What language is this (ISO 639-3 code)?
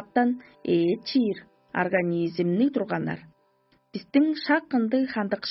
tyv